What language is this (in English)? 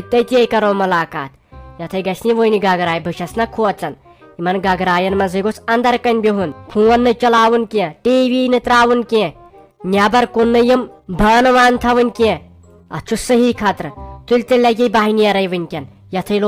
Kashmiri